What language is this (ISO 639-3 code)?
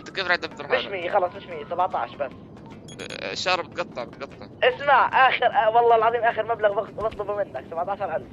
apc